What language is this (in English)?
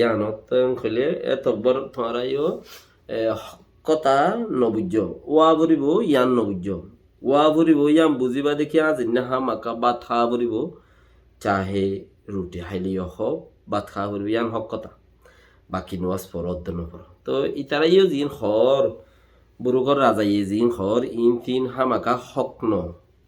Rohingya